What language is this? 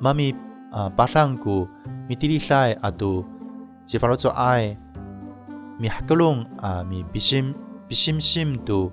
Amis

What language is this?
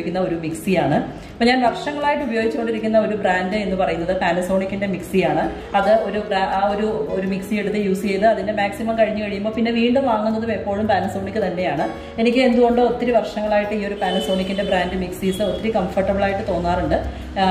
Malayalam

